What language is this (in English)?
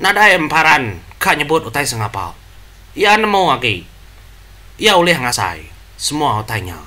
Iban